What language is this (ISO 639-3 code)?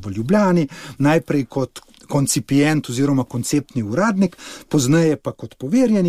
slv